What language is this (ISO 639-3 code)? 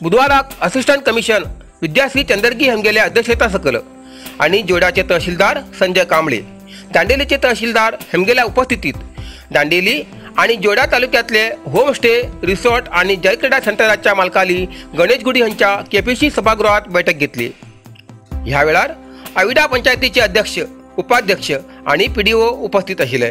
kok